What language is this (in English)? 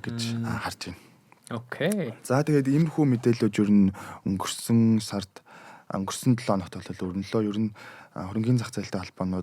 Mongolian